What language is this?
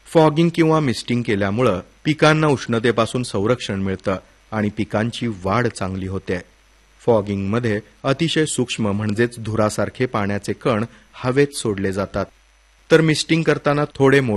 Marathi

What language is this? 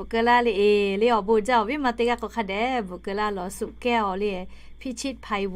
Lahu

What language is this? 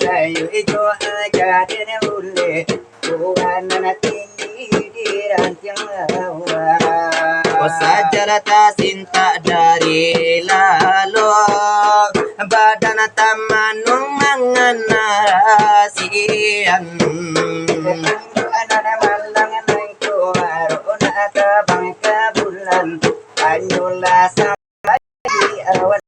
Minangkabau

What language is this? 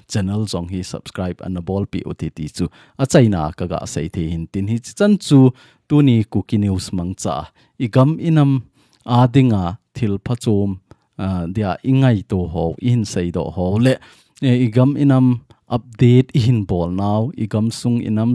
Thado Chin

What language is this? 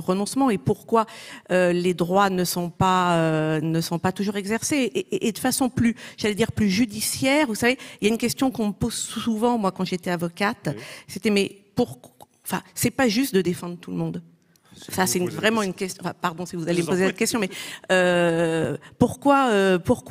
French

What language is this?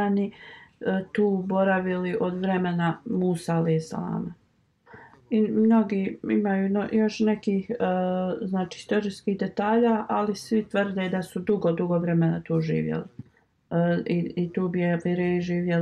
Bosnian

